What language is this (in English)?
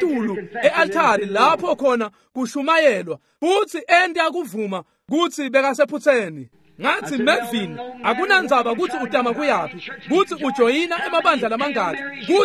Swati